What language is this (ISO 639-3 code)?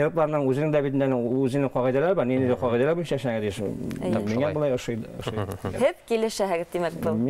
bak